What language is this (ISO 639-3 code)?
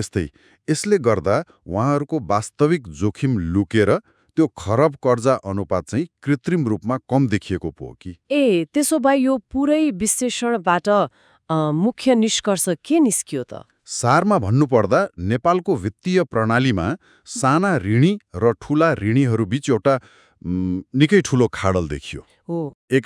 nep